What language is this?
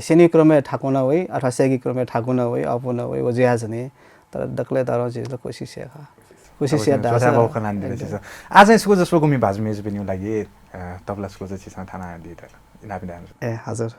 Newari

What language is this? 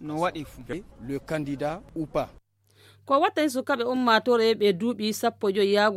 Nigerian Fulfulde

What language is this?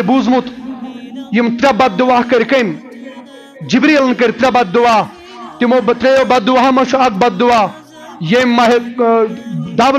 Kashmiri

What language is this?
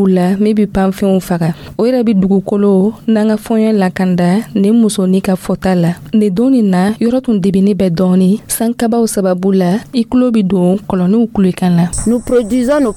Dyula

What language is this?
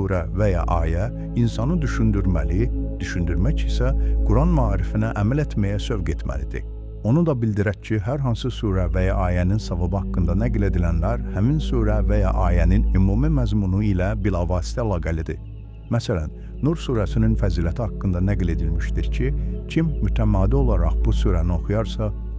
Azerbaijani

